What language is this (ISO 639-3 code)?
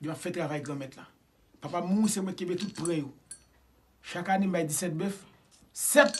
hat